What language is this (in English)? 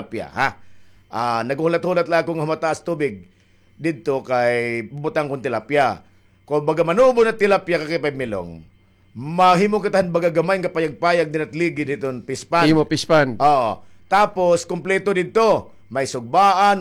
Waray